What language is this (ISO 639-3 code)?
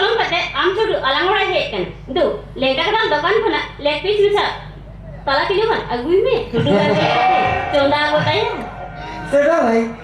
sat